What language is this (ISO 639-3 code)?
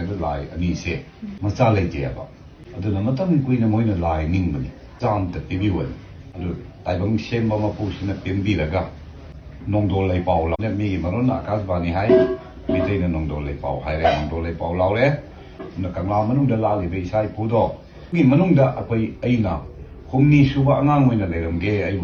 mni